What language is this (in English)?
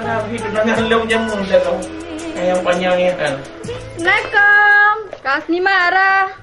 Achinese